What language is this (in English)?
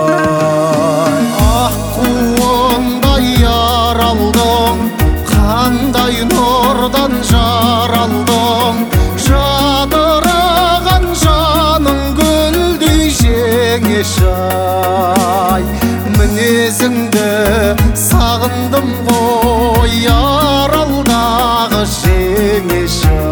Kazakh